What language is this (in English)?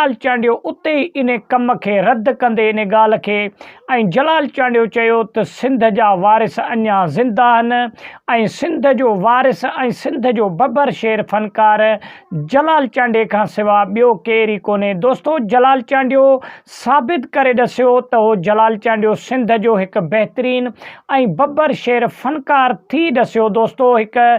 Sindhi